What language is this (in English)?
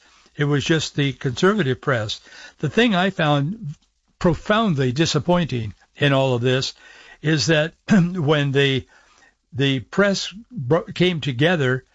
English